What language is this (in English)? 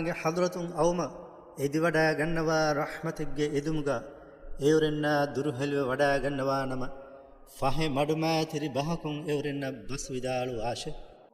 Divehi